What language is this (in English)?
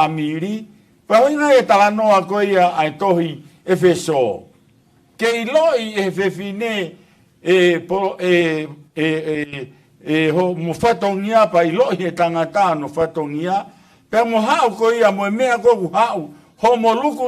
Tongan